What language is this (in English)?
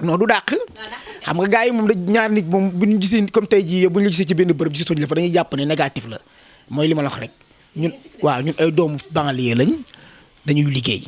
Wolof